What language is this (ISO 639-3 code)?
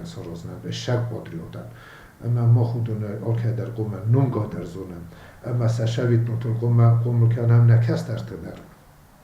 oss